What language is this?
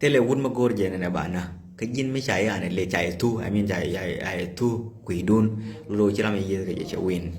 Nuer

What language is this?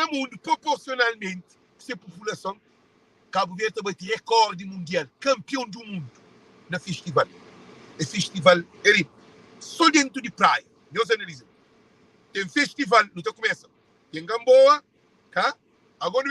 Kabuverdianu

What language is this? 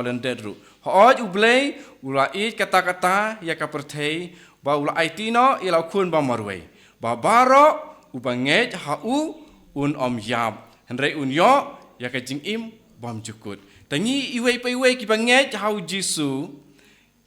Khasi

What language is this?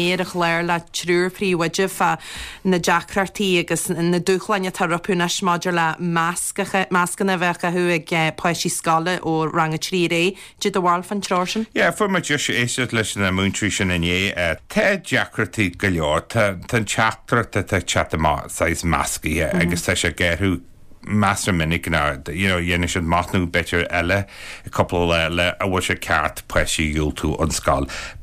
Irish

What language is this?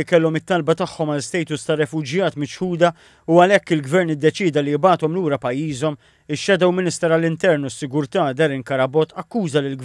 Maltese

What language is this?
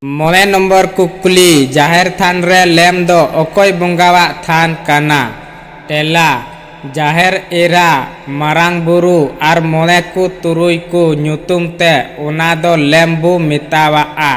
Santali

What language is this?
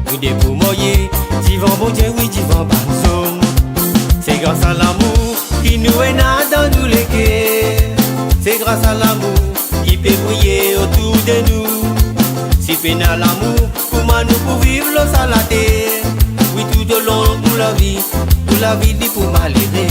Morisyen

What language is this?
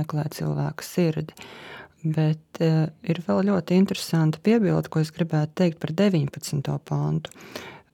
Latvian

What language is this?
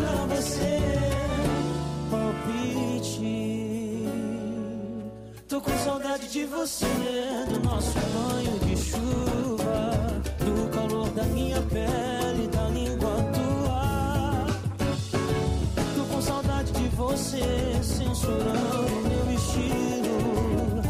Portuguese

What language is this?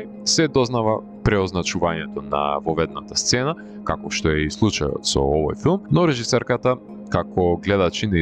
Macedonian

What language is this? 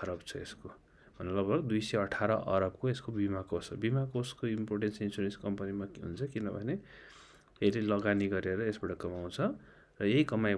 Nepali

